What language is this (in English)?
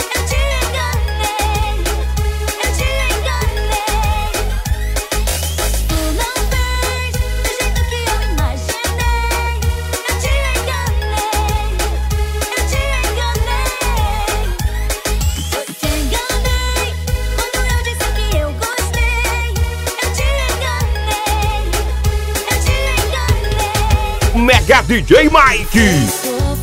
Portuguese